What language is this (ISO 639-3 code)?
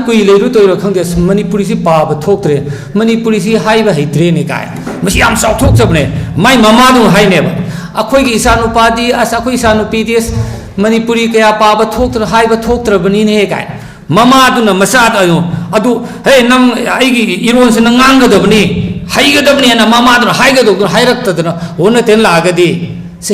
mni